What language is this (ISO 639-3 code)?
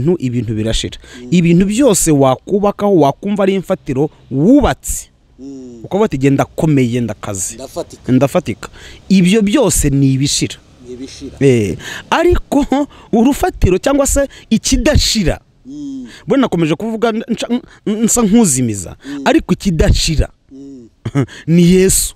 kin